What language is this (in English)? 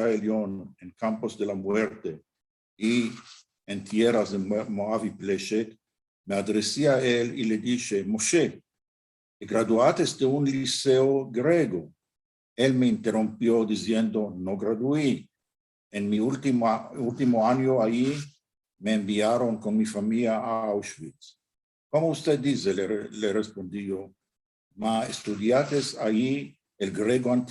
Ladino